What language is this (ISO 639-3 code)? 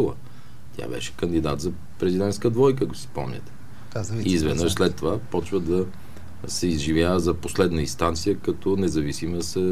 bul